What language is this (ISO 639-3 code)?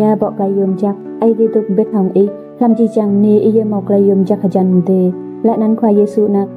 rad